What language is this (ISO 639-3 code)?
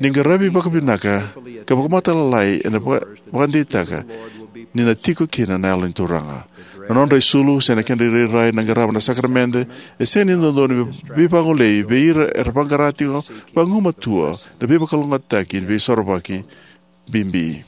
fij